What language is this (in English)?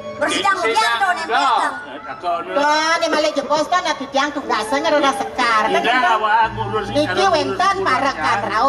Balinese